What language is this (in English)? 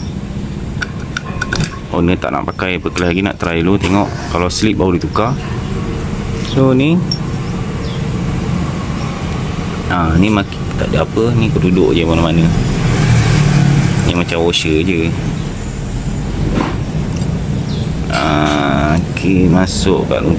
Malay